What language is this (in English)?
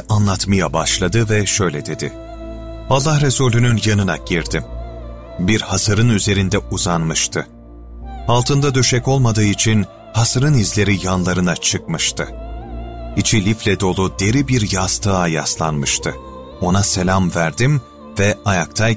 Turkish